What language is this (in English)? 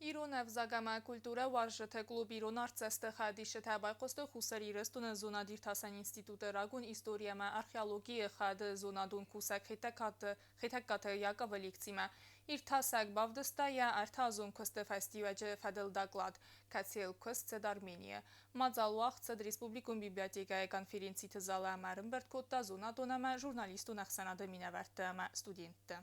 Ossetic